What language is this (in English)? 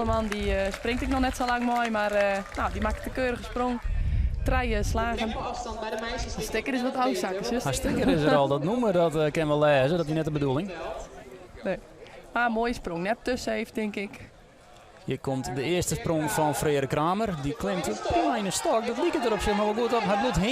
Western Frisian